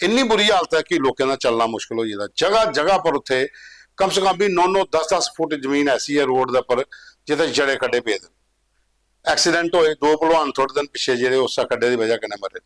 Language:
Dogri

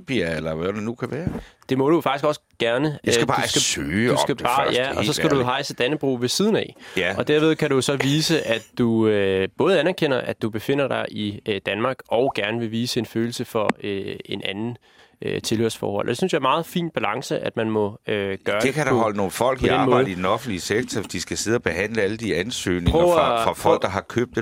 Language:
Danish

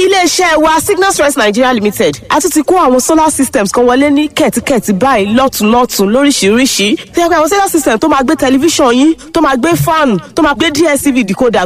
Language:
Yoruba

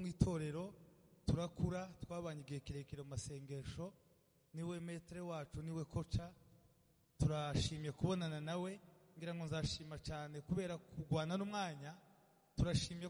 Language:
Kinyarwanda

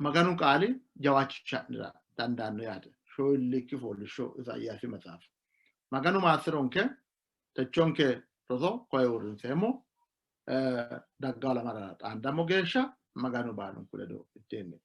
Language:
Sidamo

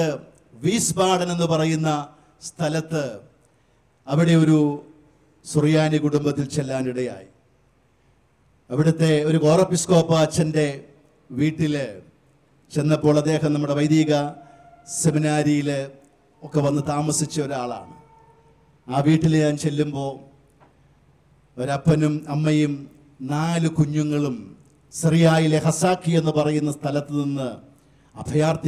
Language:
Malayalam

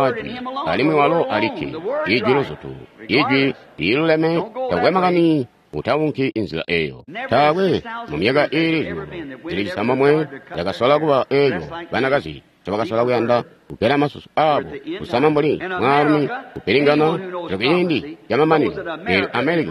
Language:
Tonga (Zambia)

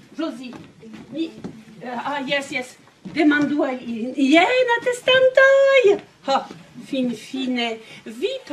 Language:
Esperanto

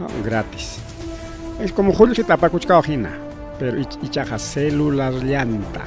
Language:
Ayacucho Quechua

